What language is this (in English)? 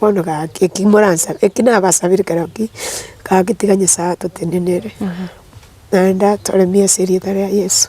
Gusii